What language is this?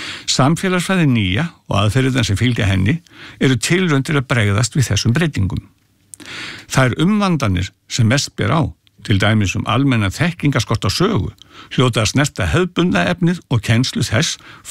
Icelandic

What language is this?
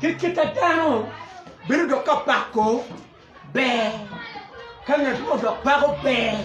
Acoli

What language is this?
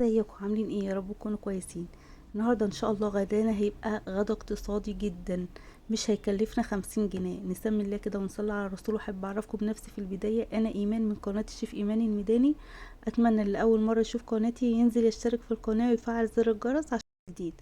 Egyptian Arabic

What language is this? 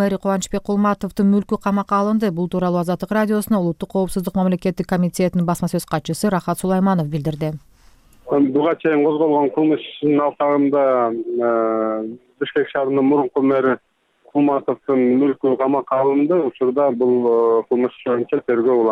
Kyrgyz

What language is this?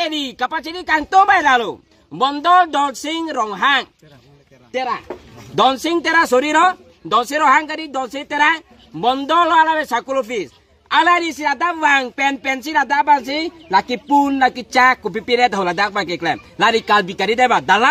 Karbi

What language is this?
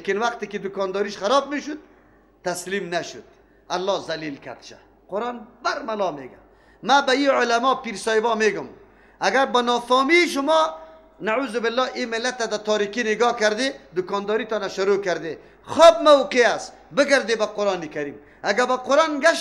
Persian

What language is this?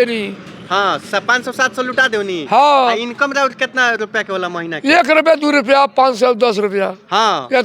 Bhojpuri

